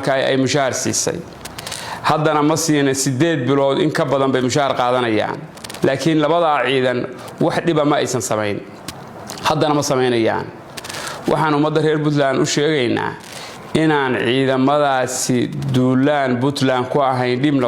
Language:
Somali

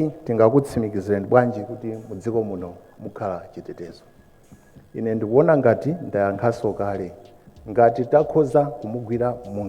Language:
Nyanja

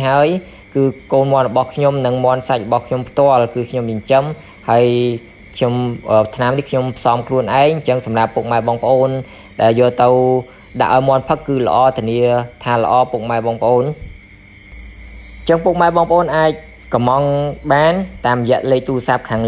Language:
Khmer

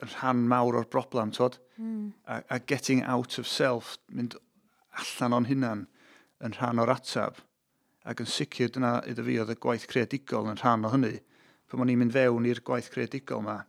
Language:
Welsh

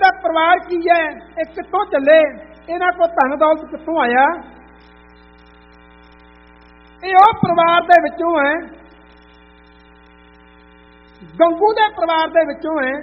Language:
Punjabi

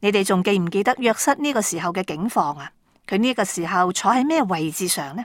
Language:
Cantonese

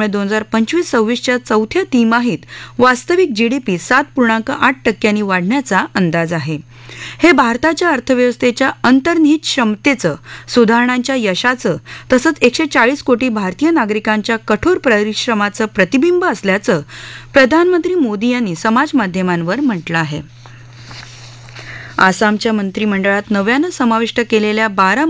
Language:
Marathi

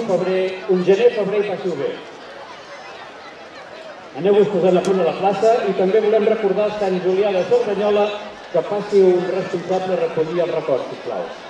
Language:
Catalan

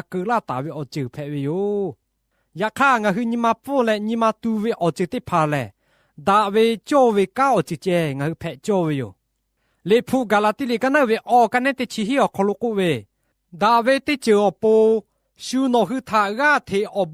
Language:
Lahu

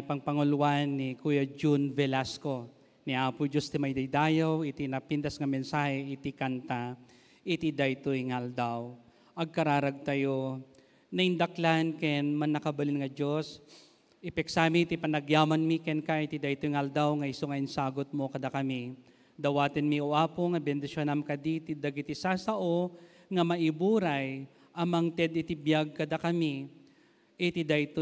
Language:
Iloko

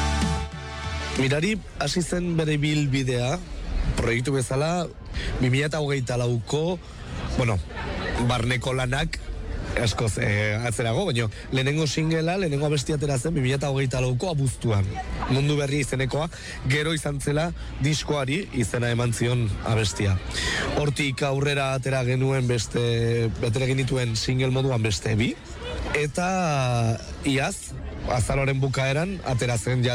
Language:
Basque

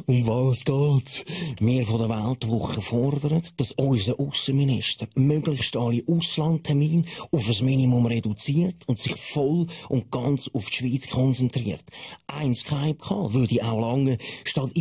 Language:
Swiss German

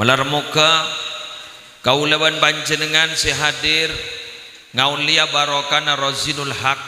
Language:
Madurese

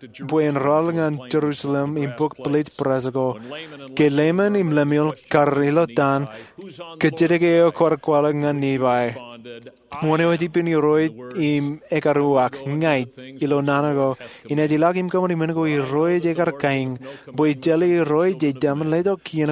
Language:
Marshallese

